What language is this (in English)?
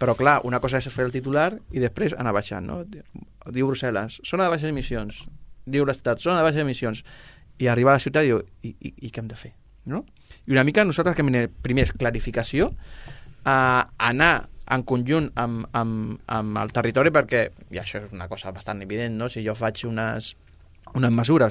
Catalan